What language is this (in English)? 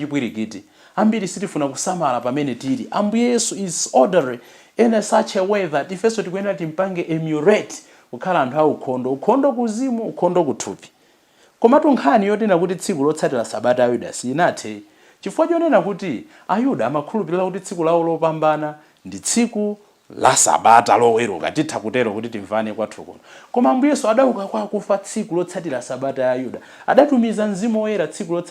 Nyanja